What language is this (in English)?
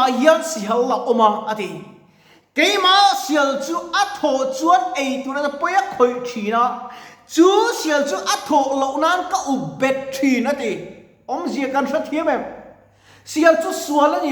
Mizo